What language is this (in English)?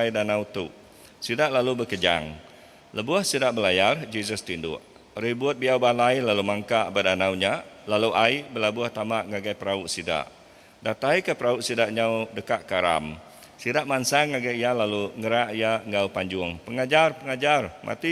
Iban